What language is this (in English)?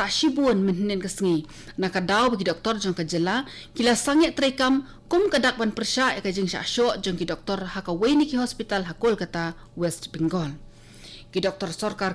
Khasi